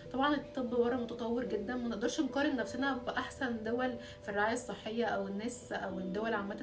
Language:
Egyptian Arabic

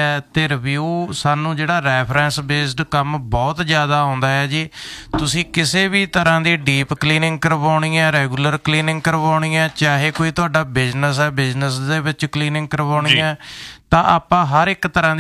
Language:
Punjabi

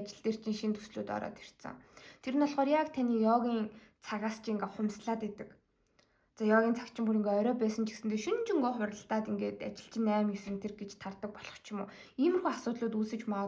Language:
Mongolian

